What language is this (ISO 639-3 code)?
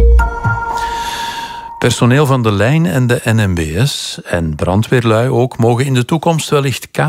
nld